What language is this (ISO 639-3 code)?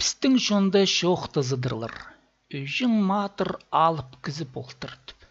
kjh